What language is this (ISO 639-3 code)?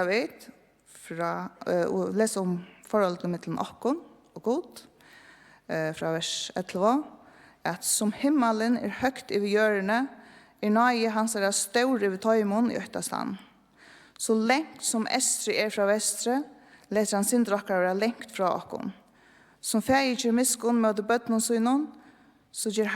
fao